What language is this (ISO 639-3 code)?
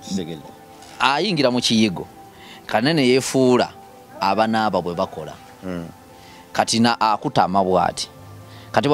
lug